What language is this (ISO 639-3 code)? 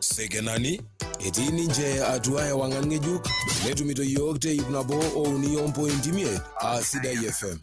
mas